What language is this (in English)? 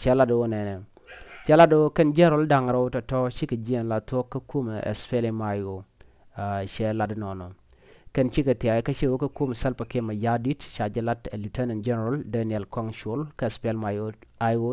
Nuer